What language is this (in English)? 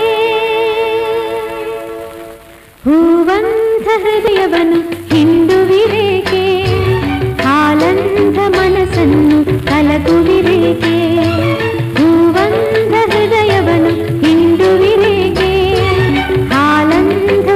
Kannada